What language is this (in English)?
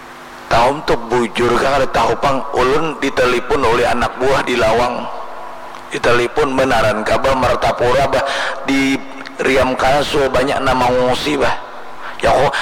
Banjar